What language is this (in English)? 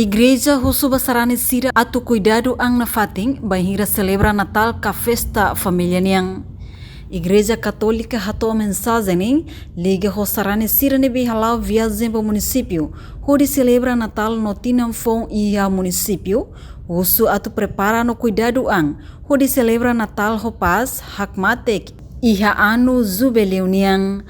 Tetum